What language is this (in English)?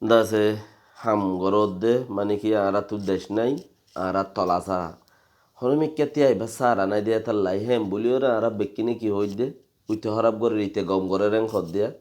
Rohingya